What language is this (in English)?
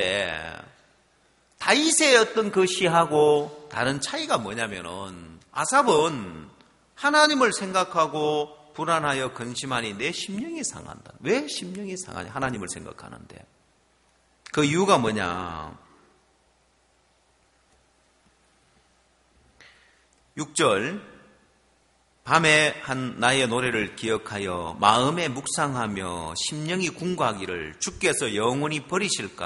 Korean